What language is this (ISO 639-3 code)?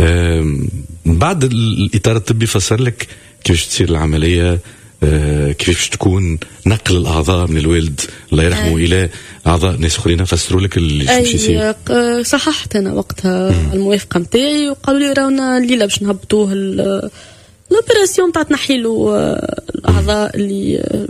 aeb